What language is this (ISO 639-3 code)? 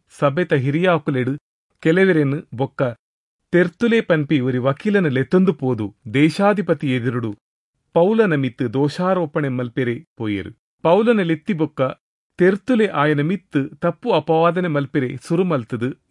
tcy